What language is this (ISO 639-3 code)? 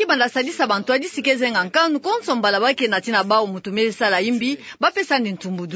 ktu